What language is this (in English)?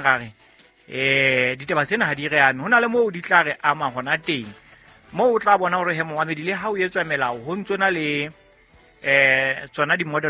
Southern Sotho